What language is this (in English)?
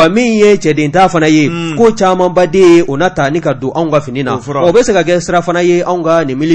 Bambara